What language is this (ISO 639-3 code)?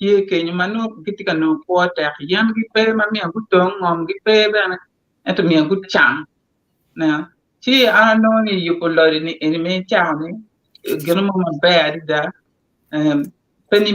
ach